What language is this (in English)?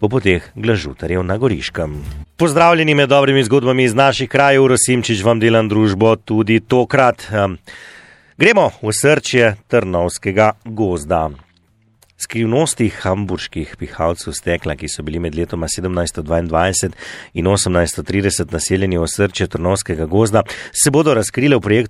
Slovenian